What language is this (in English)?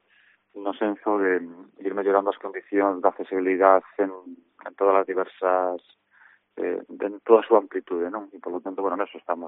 Galician